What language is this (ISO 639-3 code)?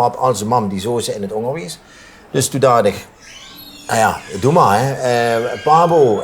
lim